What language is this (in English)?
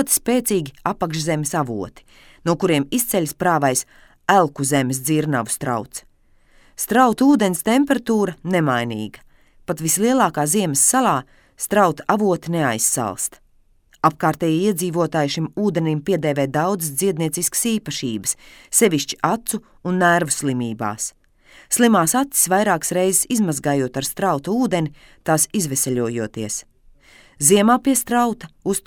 Latvian